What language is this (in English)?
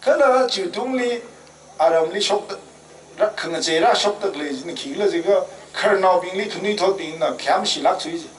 Tangkhul Naga (India)